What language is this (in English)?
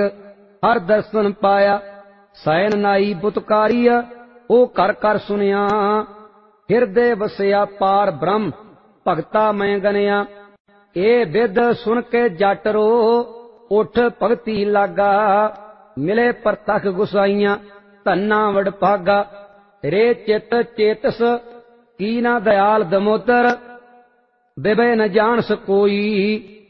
Punjabi